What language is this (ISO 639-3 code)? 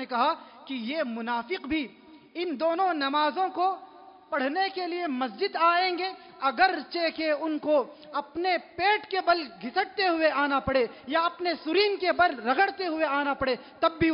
urd